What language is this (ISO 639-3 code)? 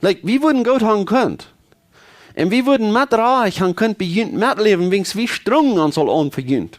pdt